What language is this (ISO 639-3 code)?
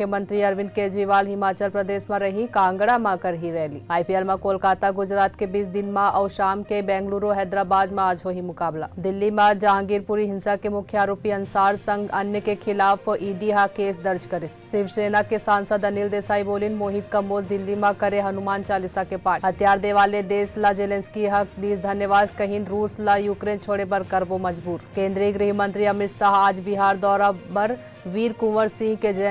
hne